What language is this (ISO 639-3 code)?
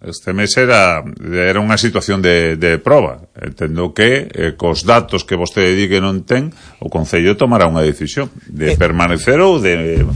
glg